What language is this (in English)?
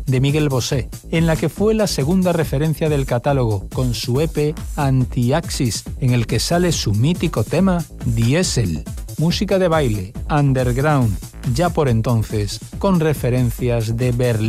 Spanish